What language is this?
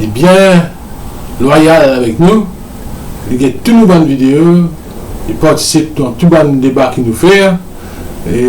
Morisyen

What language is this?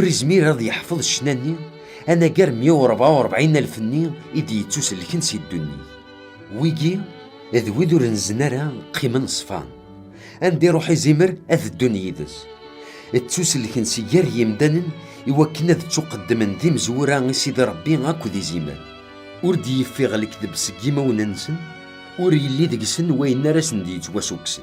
Kabyle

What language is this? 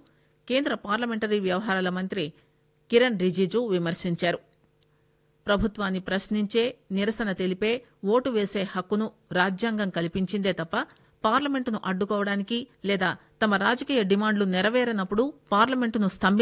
Telugu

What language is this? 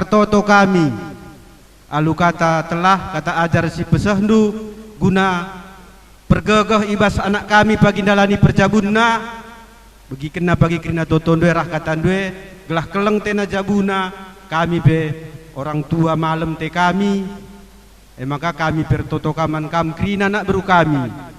Batak Karo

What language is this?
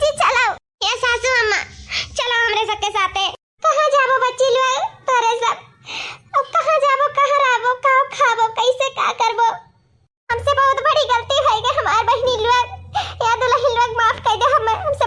Awadhi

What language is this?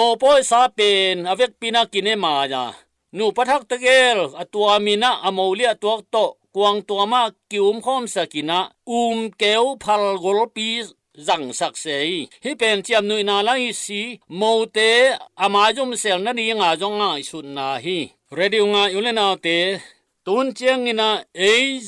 Tedim Chin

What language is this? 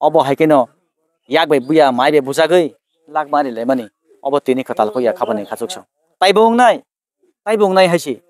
Kok Borok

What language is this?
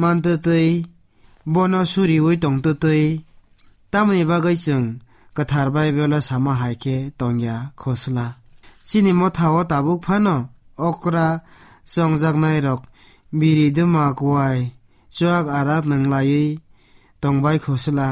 Kok Borok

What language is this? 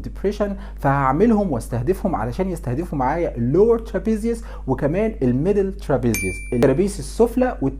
Egyptian Arabic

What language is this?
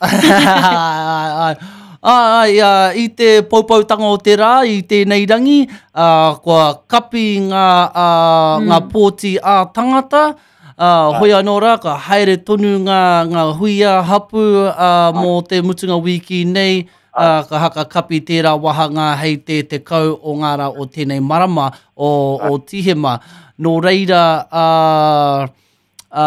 Māori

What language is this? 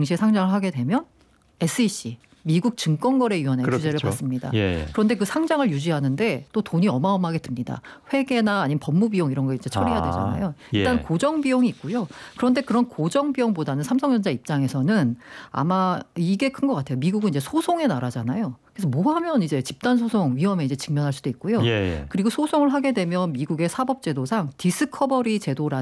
Korean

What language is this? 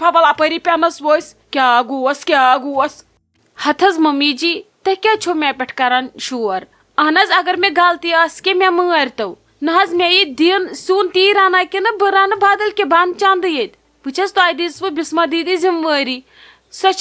Kashmiri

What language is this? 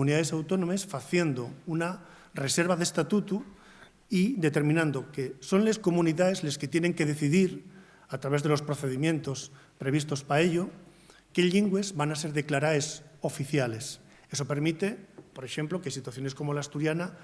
Asturian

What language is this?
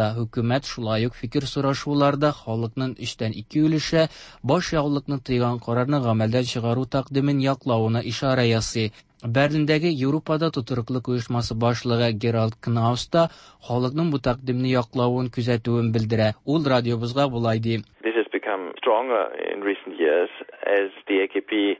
Tatar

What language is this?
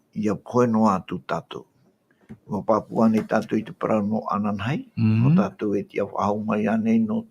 Tahitian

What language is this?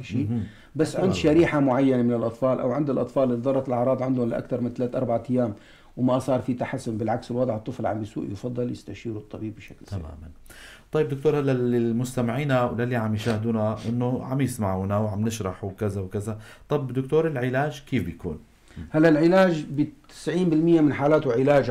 North Levantine Arabic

